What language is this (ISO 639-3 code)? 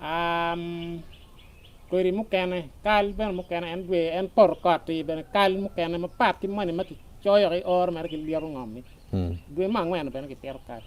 ach